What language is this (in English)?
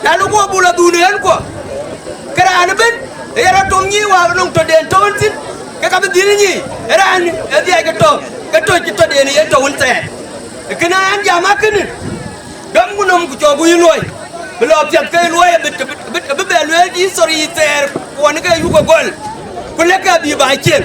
Dinka